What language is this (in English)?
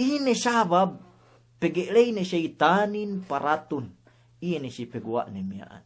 Yakan